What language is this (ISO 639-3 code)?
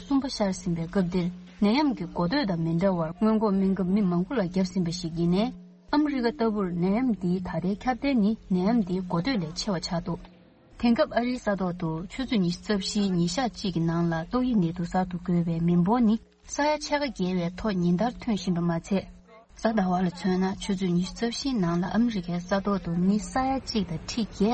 bod